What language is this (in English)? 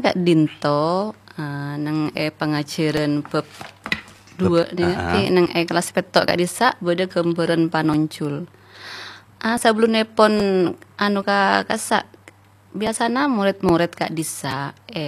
Madurese